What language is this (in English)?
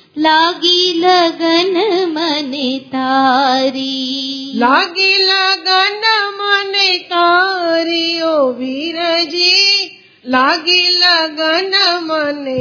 Gujarati